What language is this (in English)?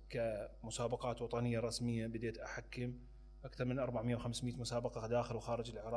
Mesopotamian Arabic